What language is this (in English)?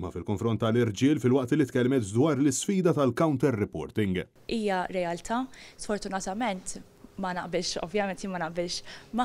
Maltese